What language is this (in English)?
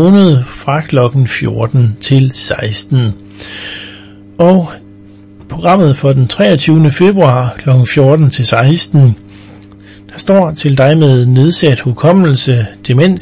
Danish